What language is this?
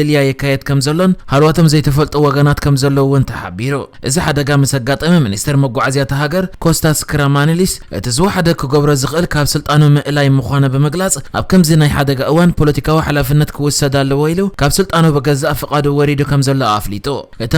Tigrinya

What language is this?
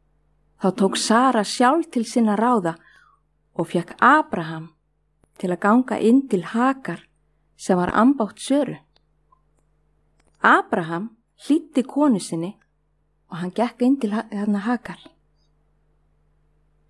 Icelandic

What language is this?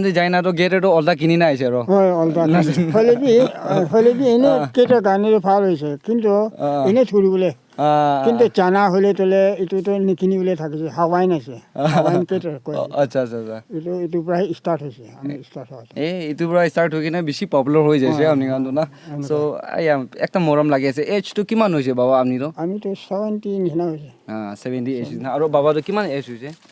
Naga Pidgin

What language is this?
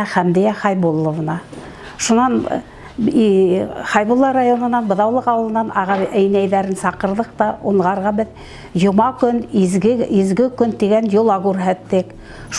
Bashkir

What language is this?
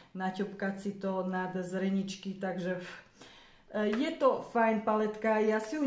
Slovak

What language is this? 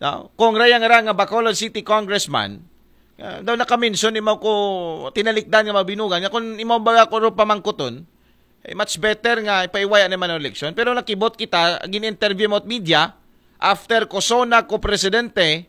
Aklanon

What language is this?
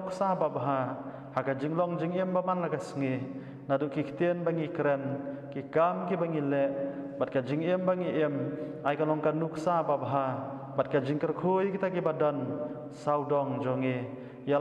Khasi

